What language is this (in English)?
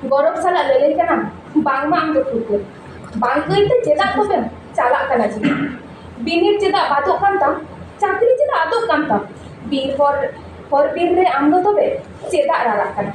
Santali